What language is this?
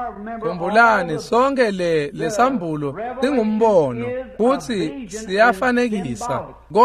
Swati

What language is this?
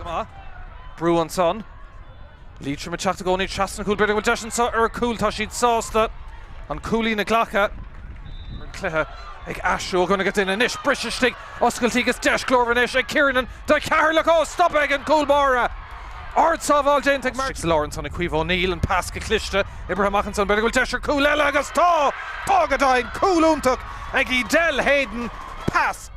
Irish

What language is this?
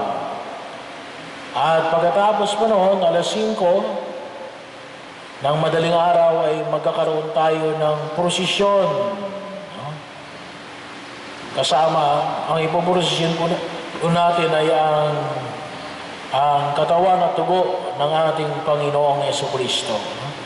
Filipino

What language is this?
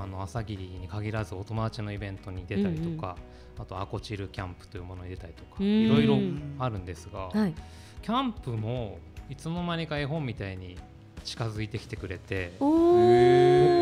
Japanese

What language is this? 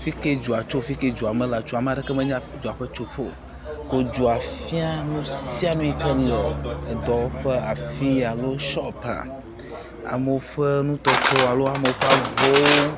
Ewe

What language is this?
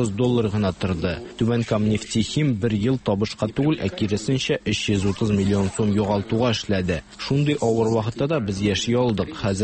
Tatar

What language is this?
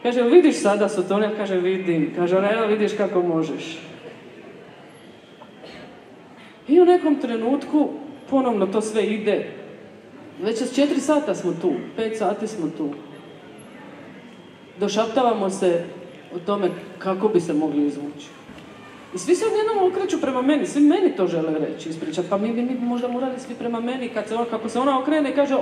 Croatian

